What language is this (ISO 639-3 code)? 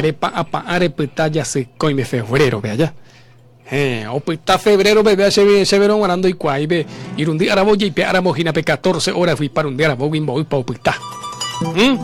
grn